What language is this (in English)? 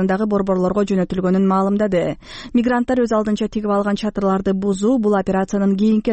Kyrgyz